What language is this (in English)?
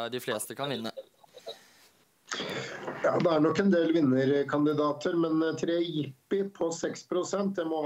Norwegian